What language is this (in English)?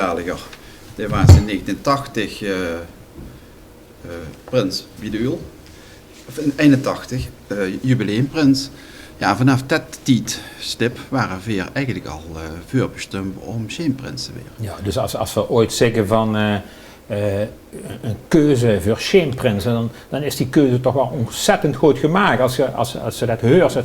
Limburgish